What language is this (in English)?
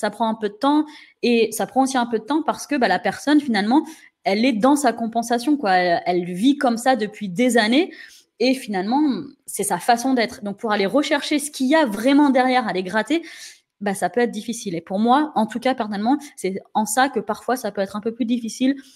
French